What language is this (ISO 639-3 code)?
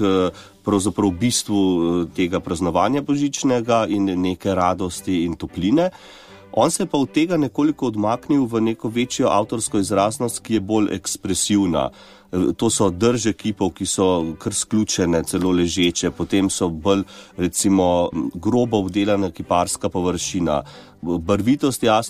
slv